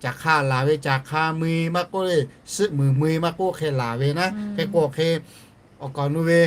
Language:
Lahu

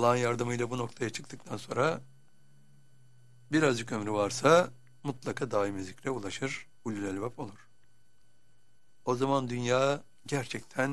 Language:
Turkish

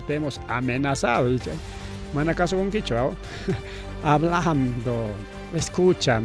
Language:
Ayacucho Quechua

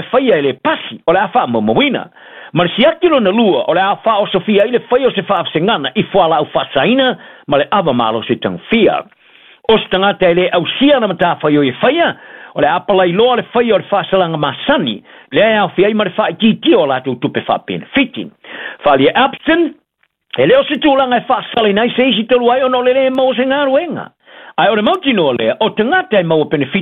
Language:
Samoan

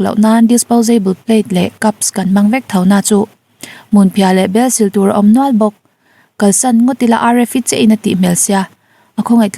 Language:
Mizo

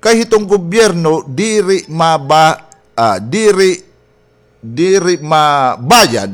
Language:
Waray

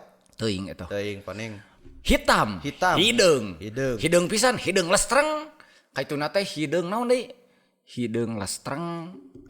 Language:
Sundanese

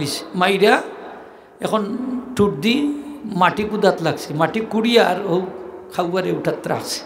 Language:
Sylheti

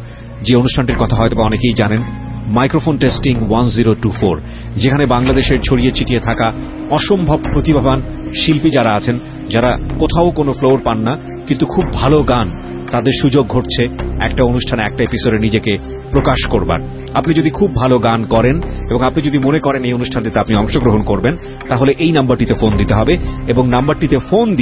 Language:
Bangla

